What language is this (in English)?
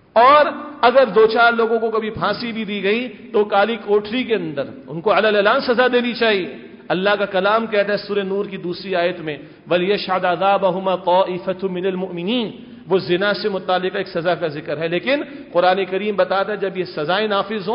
Urdu